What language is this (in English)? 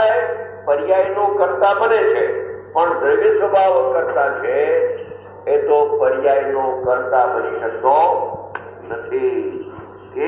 Gujarati